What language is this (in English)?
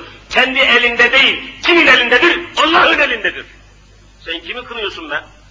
Turkish